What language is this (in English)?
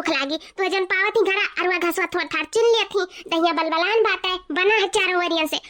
Awadhi